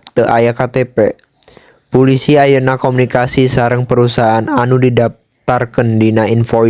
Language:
Sundanese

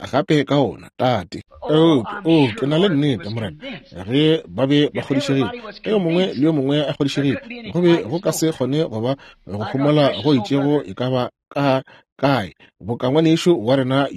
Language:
Northern Sotho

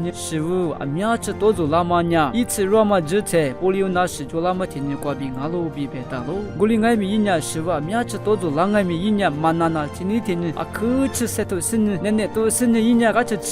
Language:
Lisu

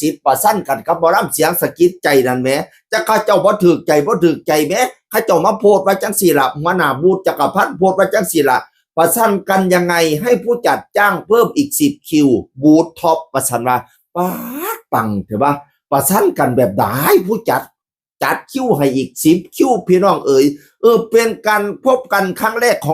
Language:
Northeastern Thai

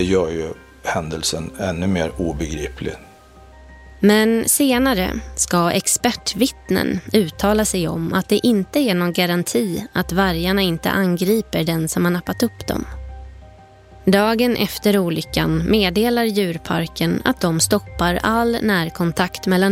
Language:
Swedish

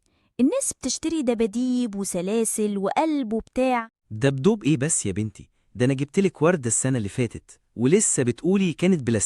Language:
Egyptian Arabic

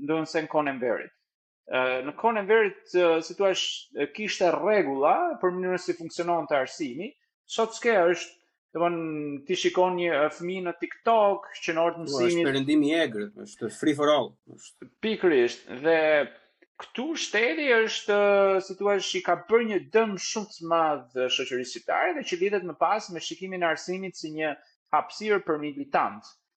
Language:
Albanian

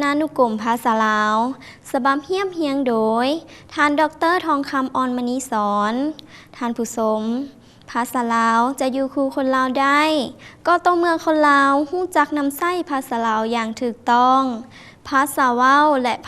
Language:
Lao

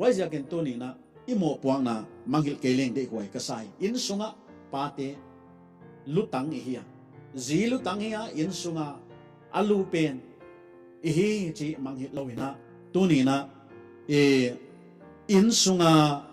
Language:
Paite Chin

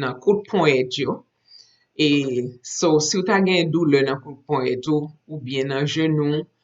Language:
Haitian Creole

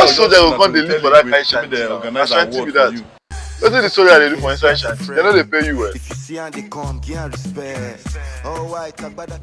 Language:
Nigerian Pidgin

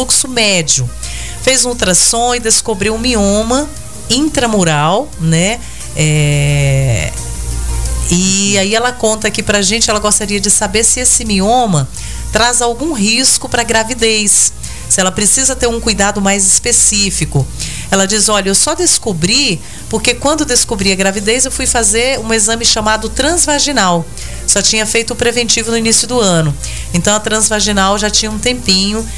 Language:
Portuguese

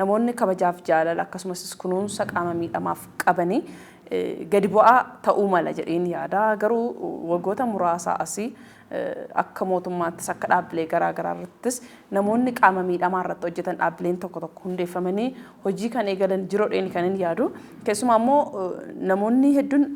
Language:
Oromo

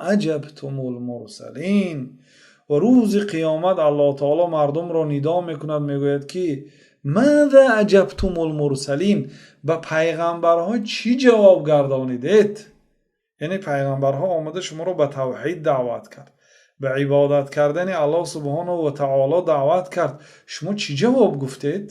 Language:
Tajik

